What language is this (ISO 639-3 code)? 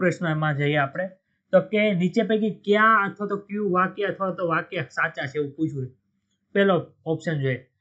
guj